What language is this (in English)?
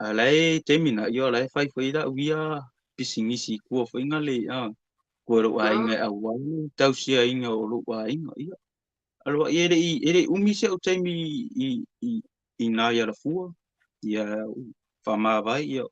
Samoan